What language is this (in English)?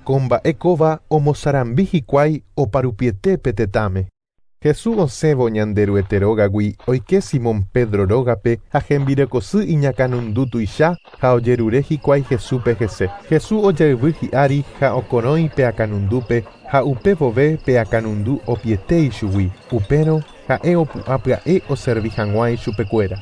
Guarani